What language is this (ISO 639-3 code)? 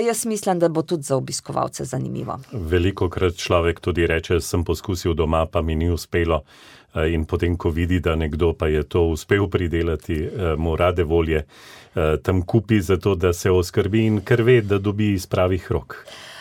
slv